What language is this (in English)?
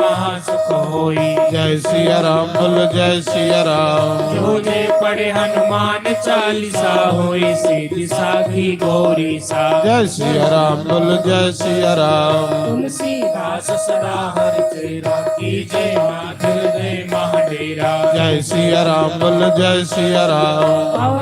Dogri